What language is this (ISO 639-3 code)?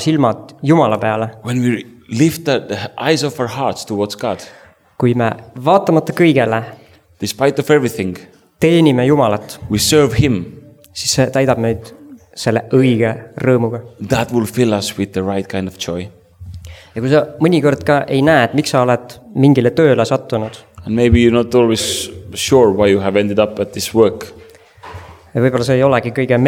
est